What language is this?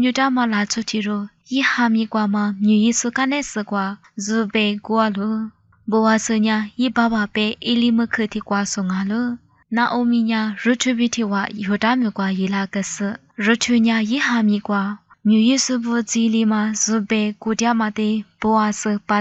Lisu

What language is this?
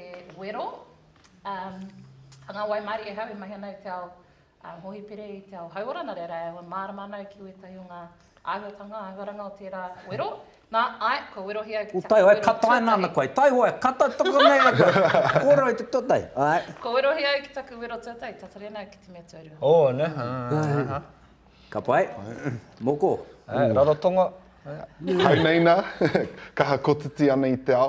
Māori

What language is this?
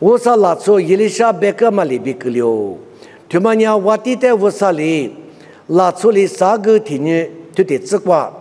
Lisu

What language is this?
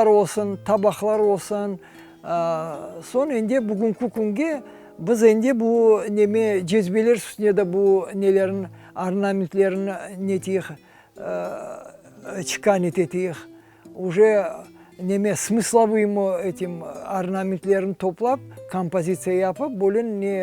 Crimean Tatar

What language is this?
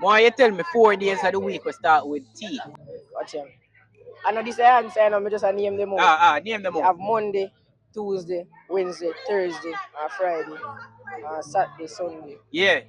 Jamaican Creole English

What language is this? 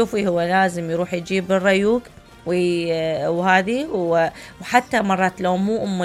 Mesopotamian Arabic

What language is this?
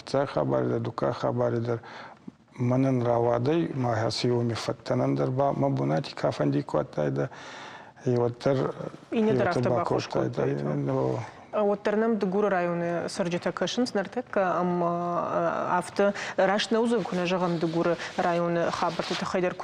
Ossetic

